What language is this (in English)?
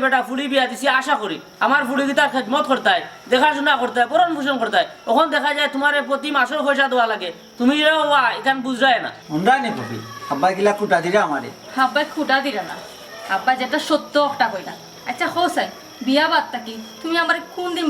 Sylheti